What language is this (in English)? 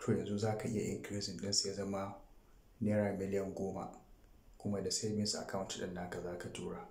Hausa